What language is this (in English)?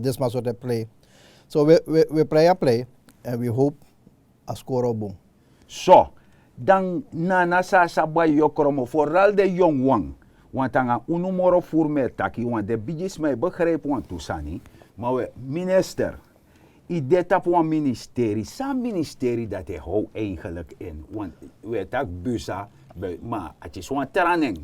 Sranan Tongo